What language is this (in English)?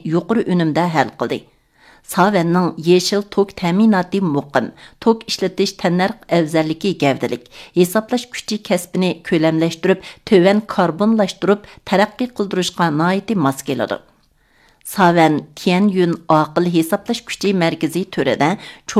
Uyghur